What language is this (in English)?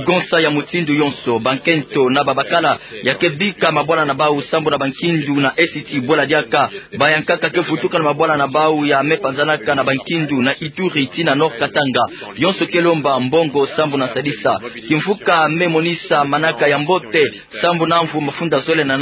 Kituba (Democratic Republic of Congo)